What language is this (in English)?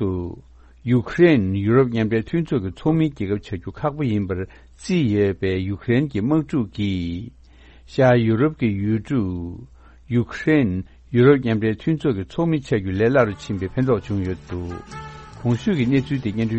Tibetan